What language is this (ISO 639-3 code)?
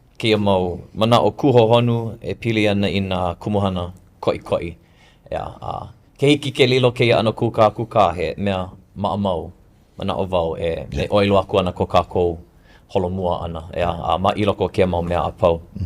haw